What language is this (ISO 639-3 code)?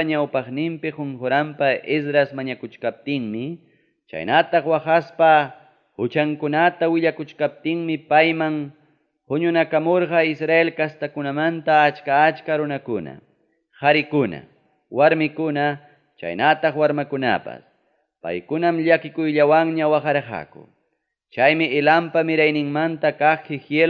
quy